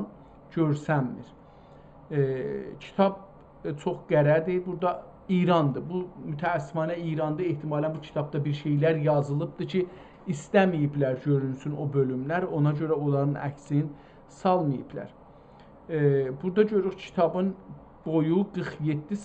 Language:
South Azerbaijani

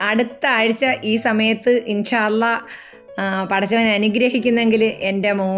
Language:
Malayalam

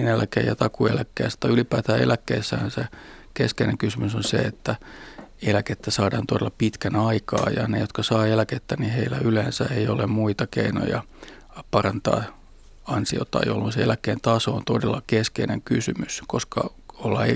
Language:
Finnish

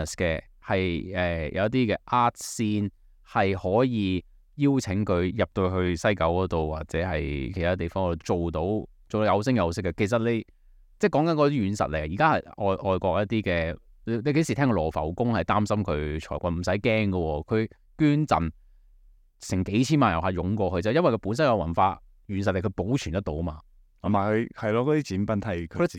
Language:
Cantonese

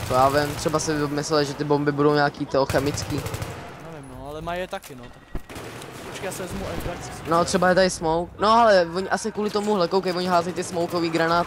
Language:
Czech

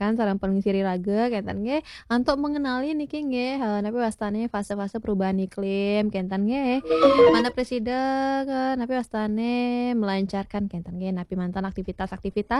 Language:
Balinese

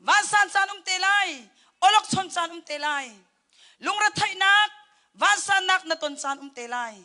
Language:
Hakha Chin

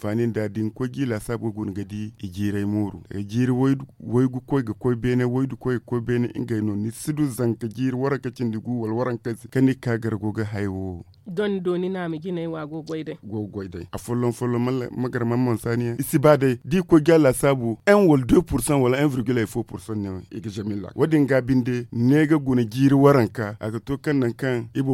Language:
Zarma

